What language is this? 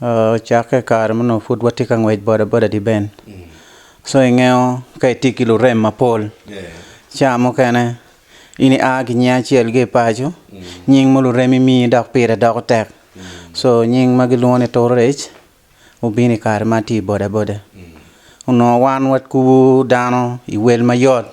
Acoli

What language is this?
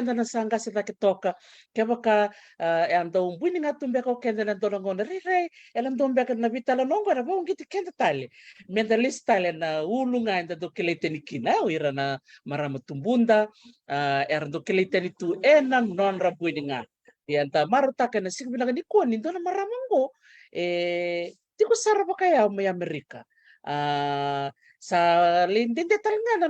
Fijian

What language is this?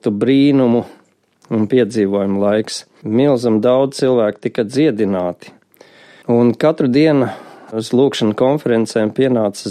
Latvian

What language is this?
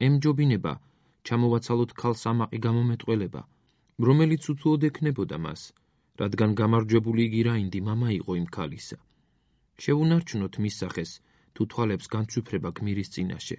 Georgian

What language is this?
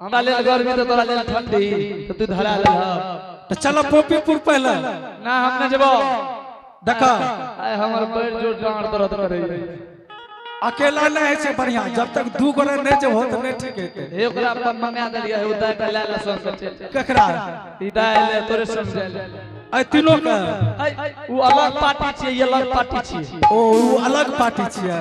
Angika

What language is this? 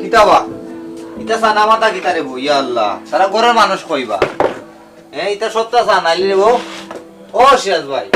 Sylheti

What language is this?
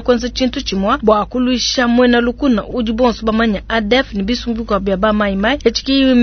Luba-Lulua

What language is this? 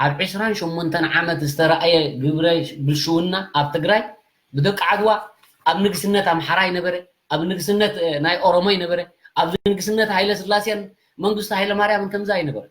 Tigrinya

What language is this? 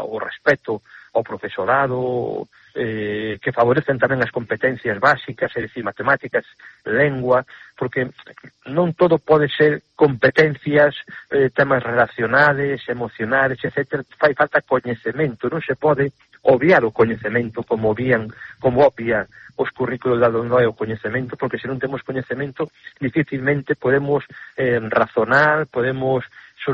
Galician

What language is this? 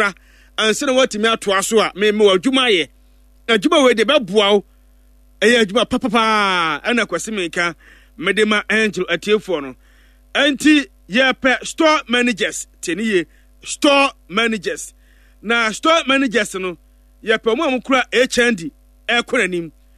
Akan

